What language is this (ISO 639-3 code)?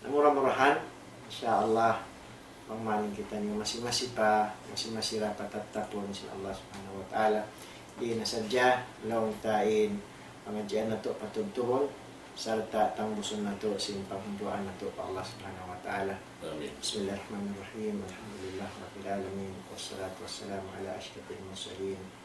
tsg